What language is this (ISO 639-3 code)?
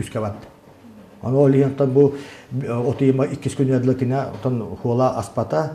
sah